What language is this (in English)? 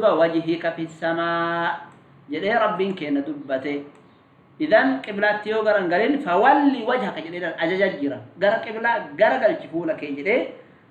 Oromo